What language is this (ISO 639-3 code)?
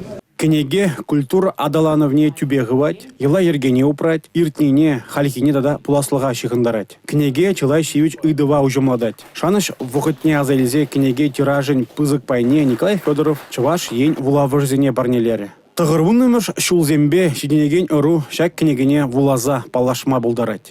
chv